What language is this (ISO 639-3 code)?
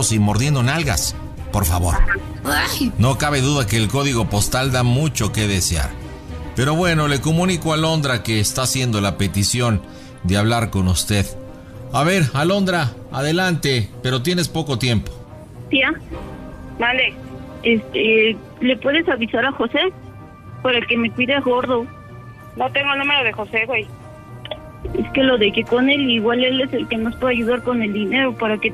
spa